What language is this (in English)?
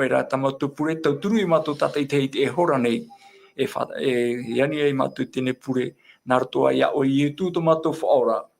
Tahitian